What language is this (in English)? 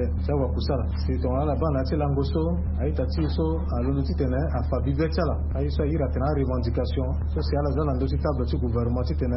Sango